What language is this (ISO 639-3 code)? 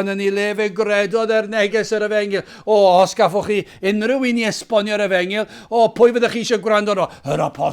cym